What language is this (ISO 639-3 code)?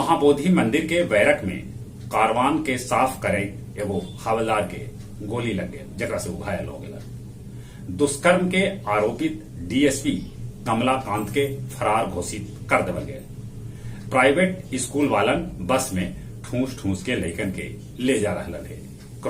mag